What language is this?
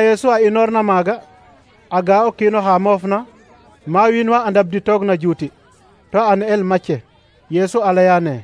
Serer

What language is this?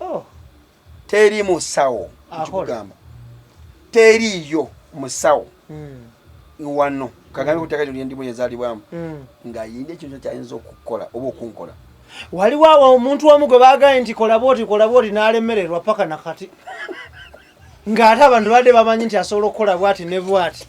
Ganda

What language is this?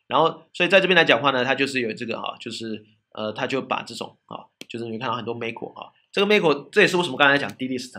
Chinese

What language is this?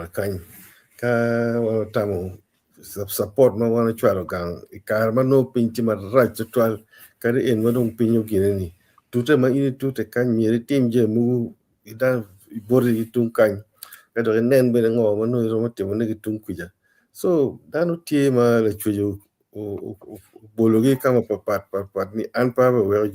Acoli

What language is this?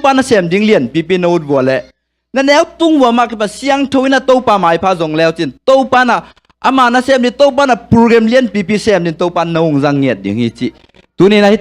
Tedim Chin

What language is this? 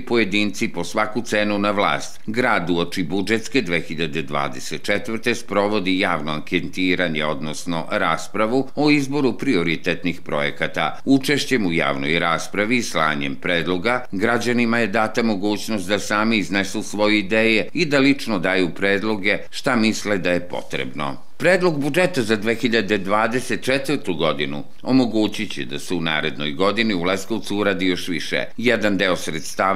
Serbian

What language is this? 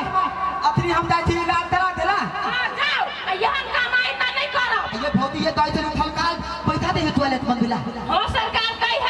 Maithili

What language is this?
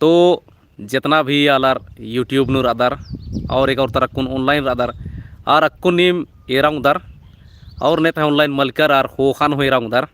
Kurukh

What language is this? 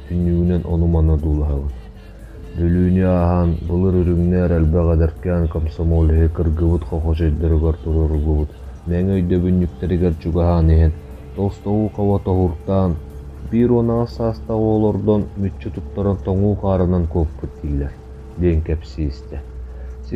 Yakut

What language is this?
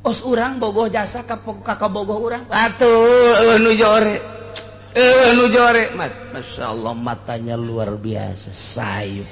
Sundanese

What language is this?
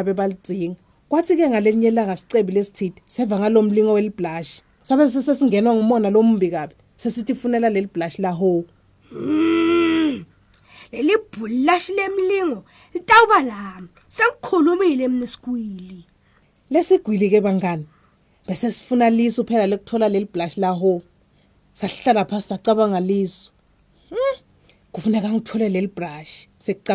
Swati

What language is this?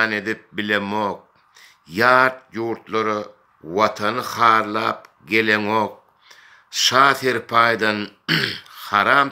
Turkmen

